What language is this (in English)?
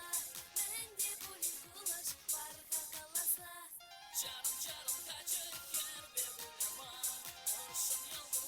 Chuvash